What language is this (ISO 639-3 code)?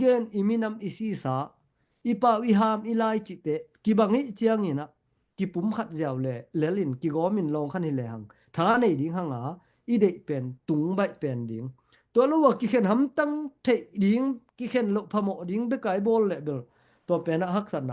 ctd